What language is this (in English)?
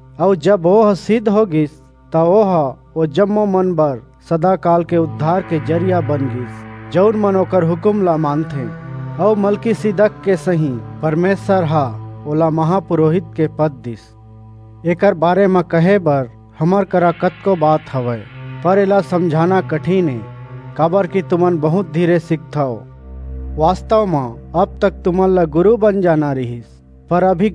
Chhattisgarhi